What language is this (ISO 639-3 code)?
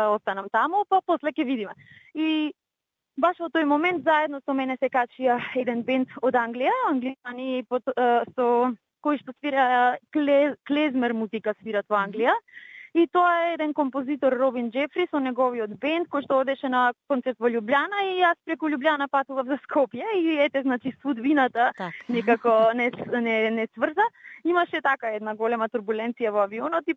mkd